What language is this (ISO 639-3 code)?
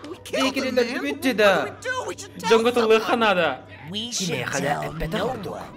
sah